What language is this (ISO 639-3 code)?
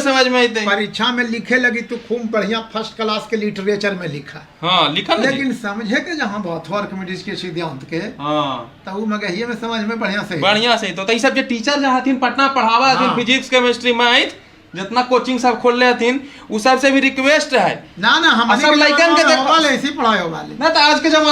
mag